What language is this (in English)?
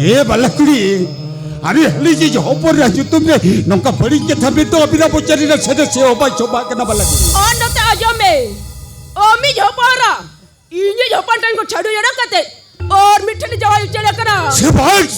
Santali